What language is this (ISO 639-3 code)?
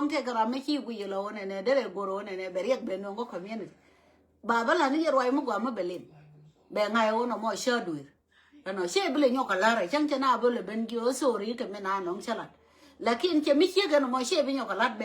nus